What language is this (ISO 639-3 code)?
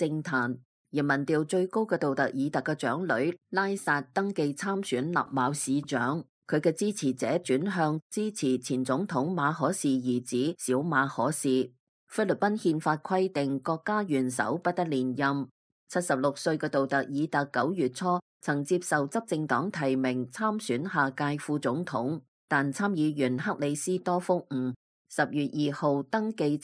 yue